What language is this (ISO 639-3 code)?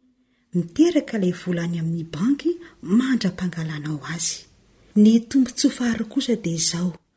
mlg